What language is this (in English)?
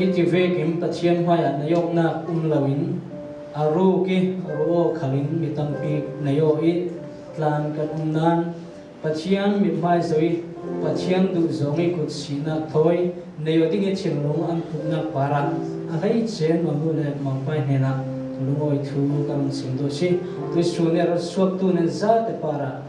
Hakha Chin